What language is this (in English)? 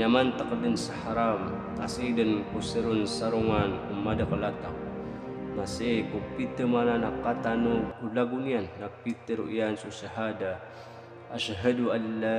Maranao